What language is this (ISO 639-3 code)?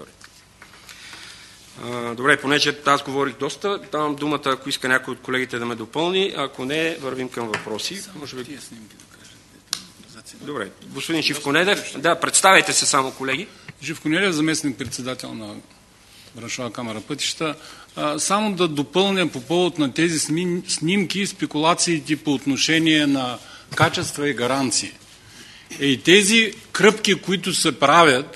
bul